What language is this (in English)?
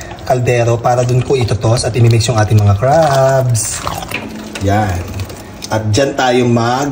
Filipino